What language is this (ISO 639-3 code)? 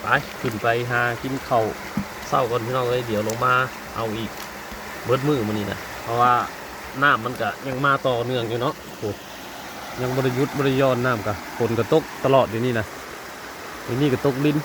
tts